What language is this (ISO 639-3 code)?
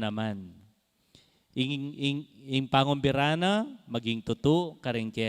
pam